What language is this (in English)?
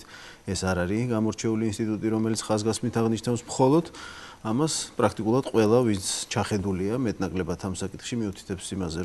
Georgian